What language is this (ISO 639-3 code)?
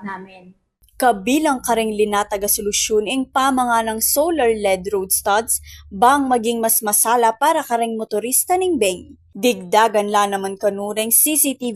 pam